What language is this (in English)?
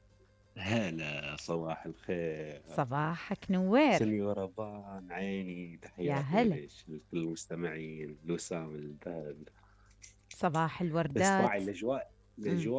Mesopotamian Arabic